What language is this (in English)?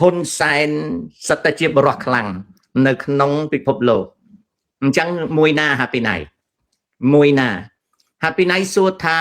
Khmer